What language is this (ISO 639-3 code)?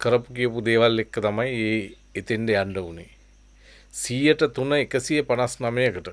sin